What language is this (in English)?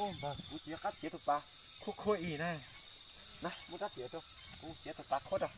Hmong